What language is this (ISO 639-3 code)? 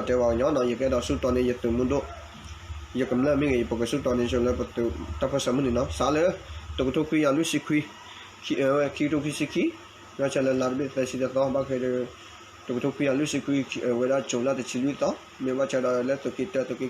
ksw